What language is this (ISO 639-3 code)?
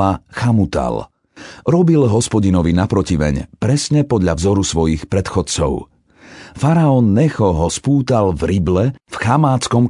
slk